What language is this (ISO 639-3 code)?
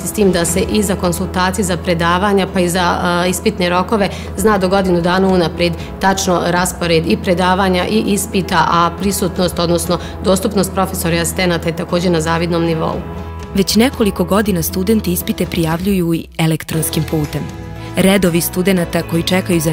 bos